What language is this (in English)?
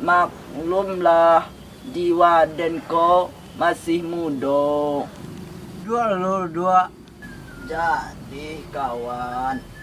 Minangkabau